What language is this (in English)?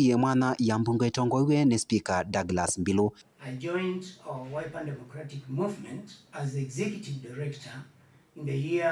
Kamba